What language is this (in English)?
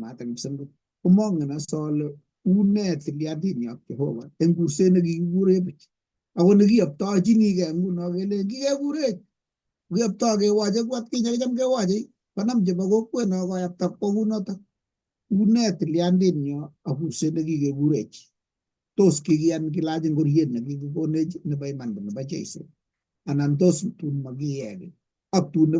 Kalenjin